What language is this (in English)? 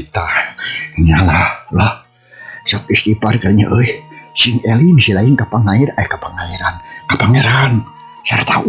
Sundanese